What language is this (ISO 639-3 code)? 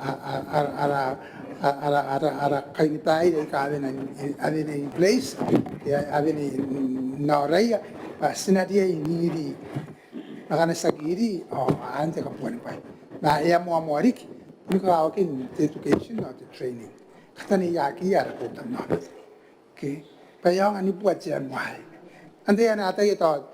gil